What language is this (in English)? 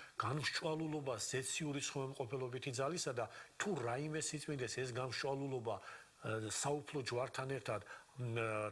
Georgian